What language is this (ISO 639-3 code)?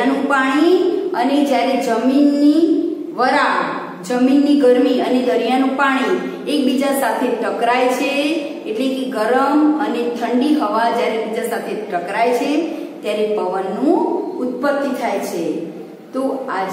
guj